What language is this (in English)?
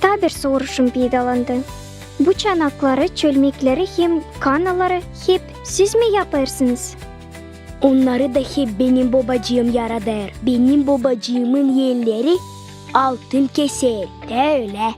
Gagauz